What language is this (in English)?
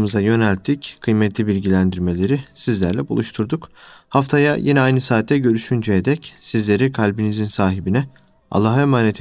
Turkish